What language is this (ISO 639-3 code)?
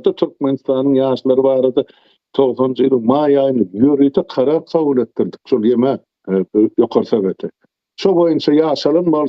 tuk